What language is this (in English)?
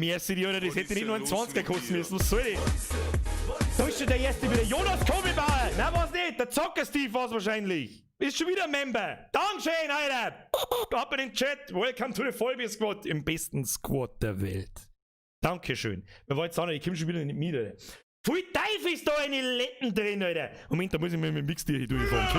Bavarian